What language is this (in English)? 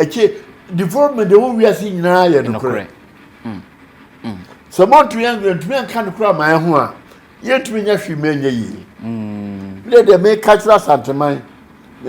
Akan